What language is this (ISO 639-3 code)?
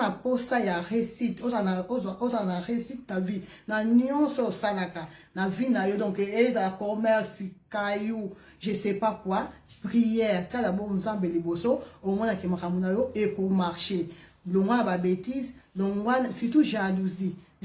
lin